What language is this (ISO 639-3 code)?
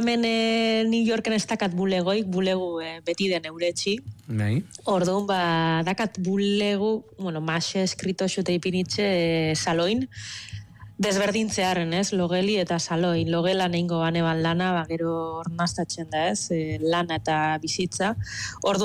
eus